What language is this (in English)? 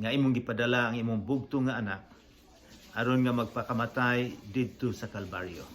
Cebuano